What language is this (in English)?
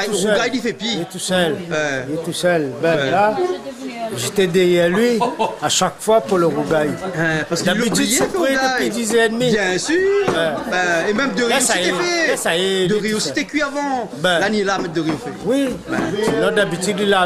Réunion Creole French